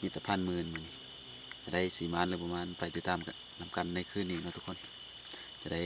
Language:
Lao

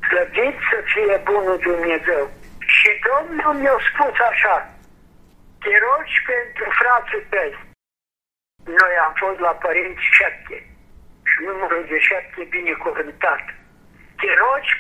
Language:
Romanian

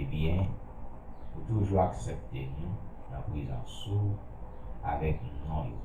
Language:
Haitian Creole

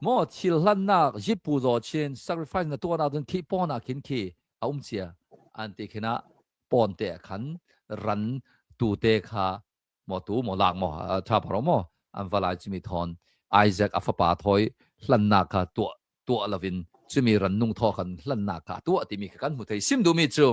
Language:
Hakha Chin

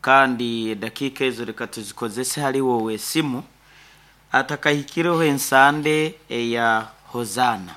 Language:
Nyankole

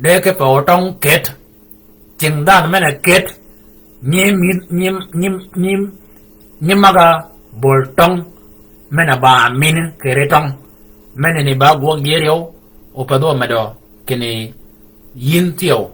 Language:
Shilluk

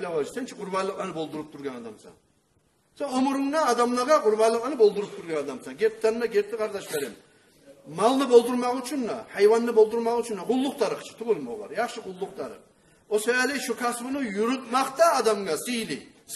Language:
Kumyk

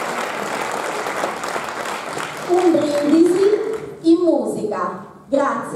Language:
Italian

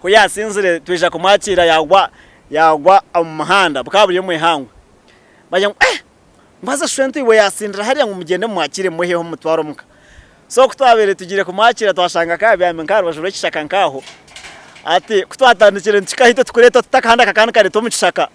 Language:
Nyankole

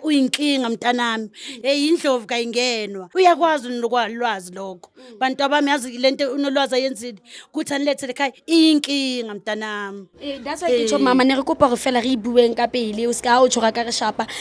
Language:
Zulu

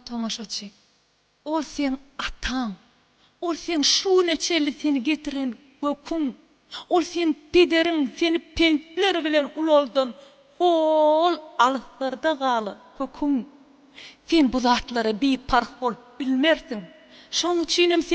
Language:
Turkmen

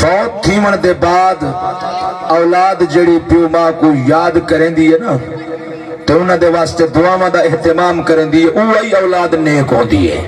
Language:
Saraiki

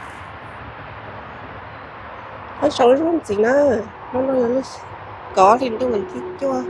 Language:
Hmong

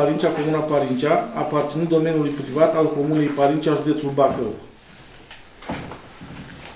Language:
Romanian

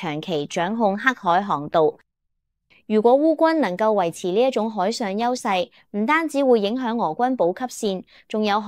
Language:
Cantonese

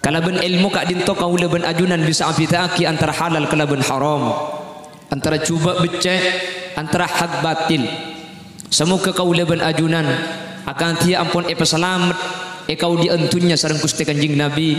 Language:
Madurese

